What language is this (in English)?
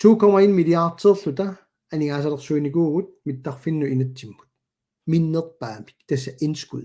Kalaallisut